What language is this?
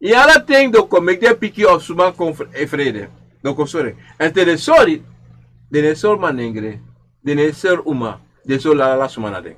Sranan Tongo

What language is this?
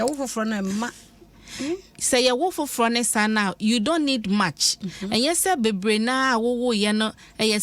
Akan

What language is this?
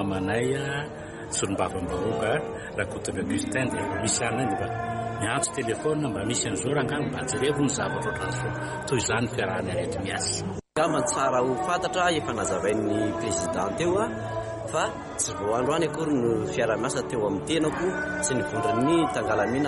Malagasy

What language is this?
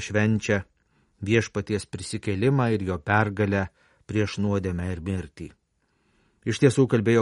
Lithuanian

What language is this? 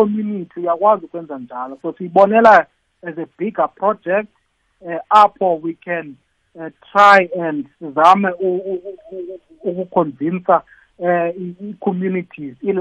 South Ndebele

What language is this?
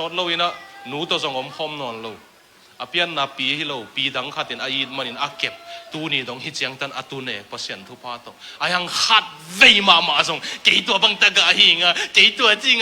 Tedim Chin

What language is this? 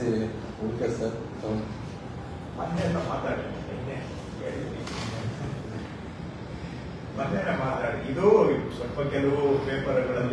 Kannada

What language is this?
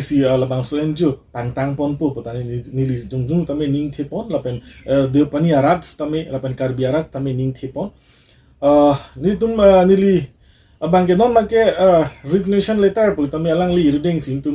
Karbi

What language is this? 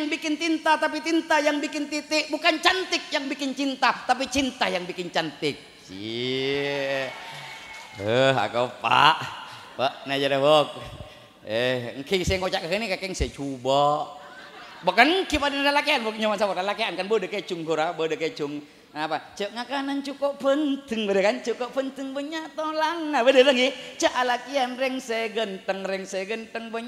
Madurese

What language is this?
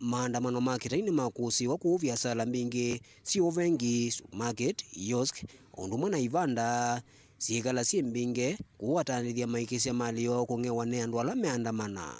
Kamba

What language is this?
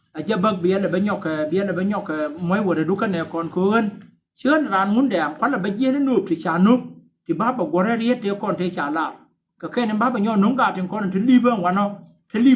Nuer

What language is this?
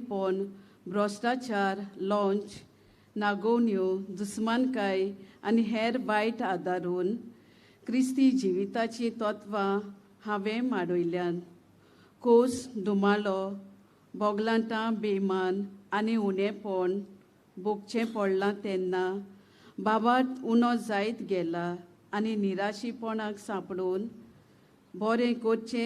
Konkani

